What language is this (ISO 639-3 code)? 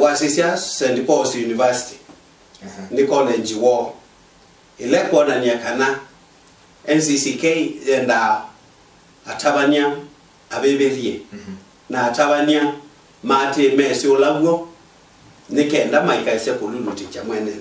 kam